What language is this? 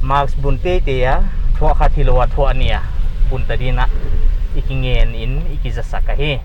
Paite Chin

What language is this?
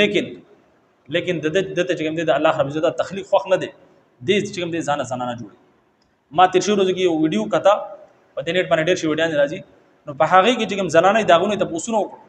Pashto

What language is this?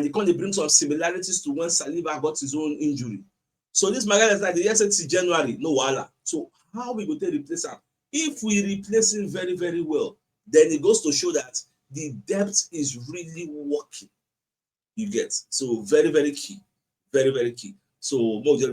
Nigerian Pidgin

